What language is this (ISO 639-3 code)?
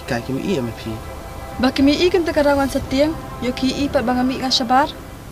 kha